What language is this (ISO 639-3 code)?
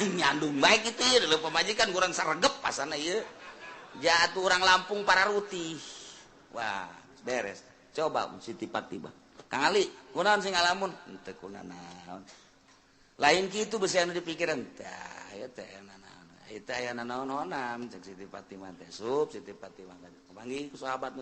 sun